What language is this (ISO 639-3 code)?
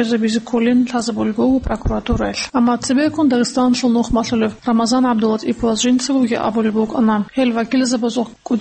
ava